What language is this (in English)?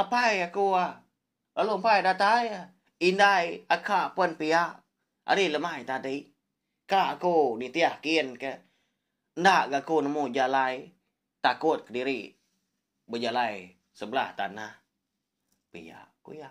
Iban